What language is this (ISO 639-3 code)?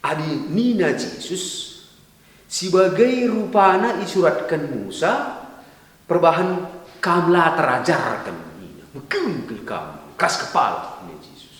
btx